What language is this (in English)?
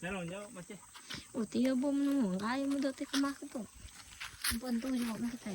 Iban